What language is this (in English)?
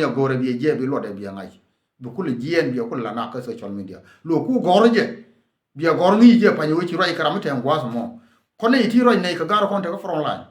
Nuer